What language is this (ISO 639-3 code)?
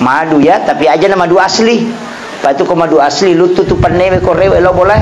bug